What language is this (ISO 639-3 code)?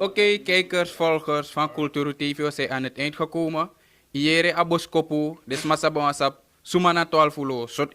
srn